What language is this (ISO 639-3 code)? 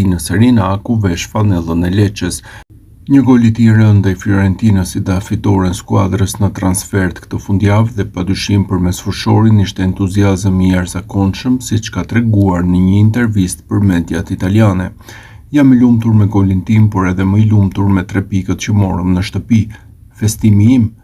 sqi